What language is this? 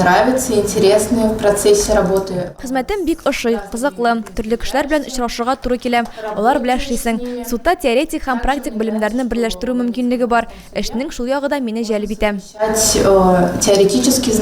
Tatar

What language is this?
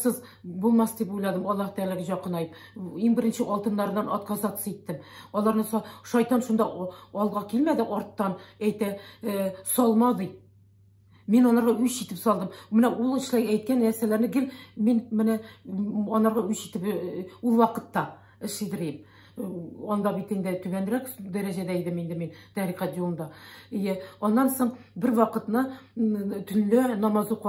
Tatar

